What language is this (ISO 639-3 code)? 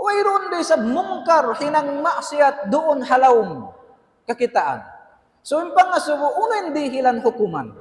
tsg